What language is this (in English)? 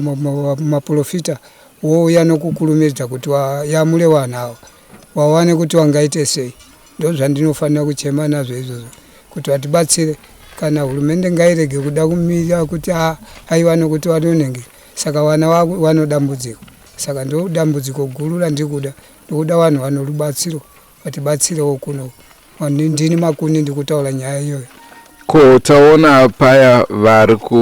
Shona